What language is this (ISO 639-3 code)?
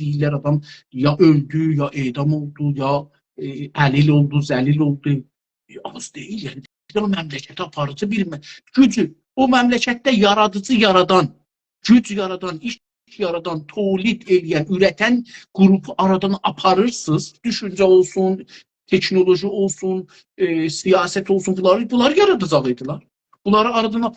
azb